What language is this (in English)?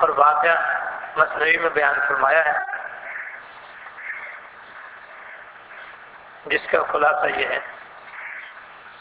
Urdu